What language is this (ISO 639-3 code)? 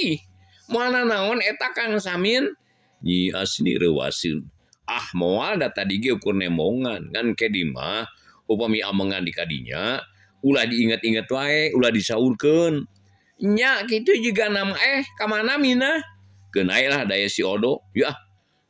sun